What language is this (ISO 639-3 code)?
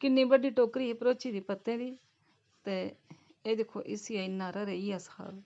doi